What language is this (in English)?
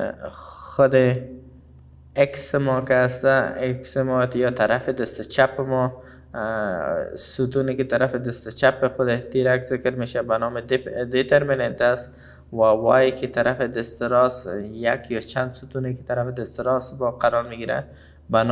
Persian